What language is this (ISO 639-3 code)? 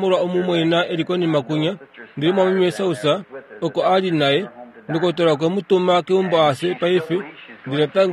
kua